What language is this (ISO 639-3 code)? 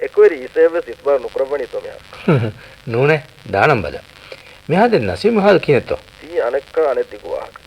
div